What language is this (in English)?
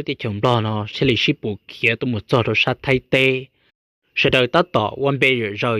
Hmong